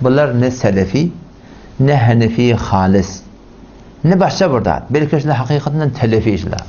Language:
Turkmen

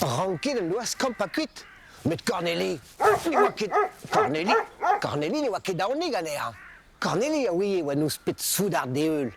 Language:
Breton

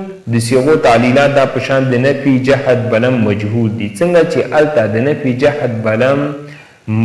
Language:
Pashto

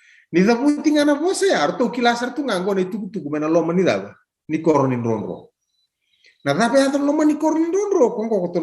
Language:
Fijian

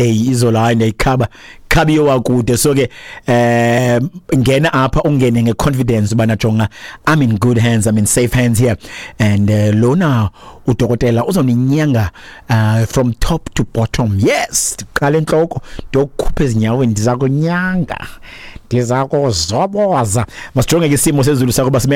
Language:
Xhosa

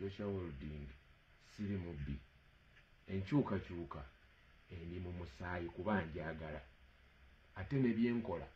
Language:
Ganda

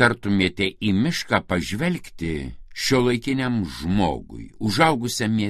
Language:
Lithuanian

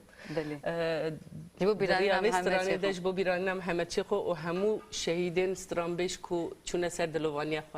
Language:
Kurdish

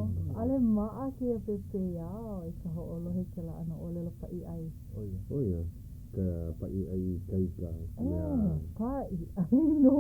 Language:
Hawaiian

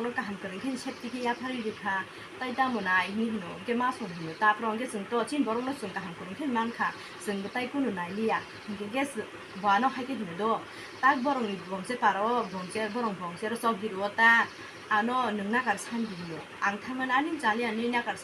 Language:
Kok Borok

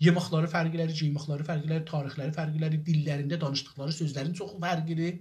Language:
South Azerbaijani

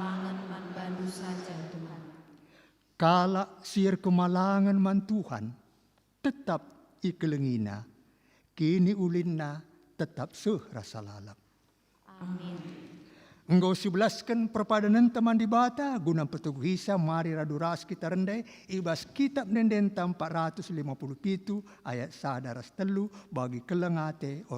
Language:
Batak Karo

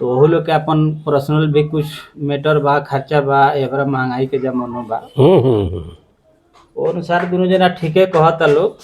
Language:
Bhojpuri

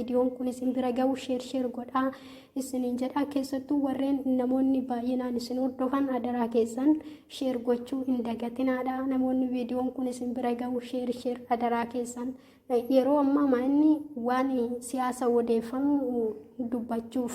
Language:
Oromo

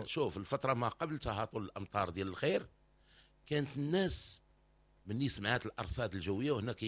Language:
Moroccan Arabic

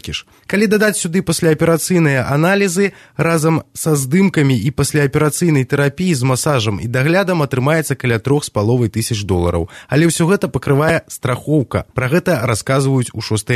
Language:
Belarusian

